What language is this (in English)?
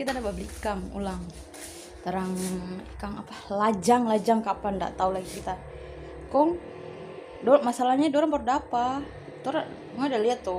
Manado Malay